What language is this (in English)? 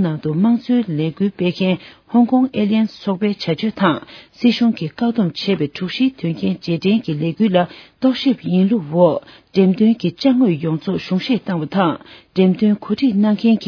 Tibetan